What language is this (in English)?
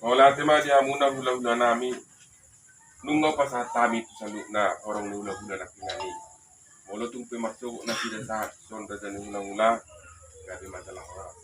Batak Toba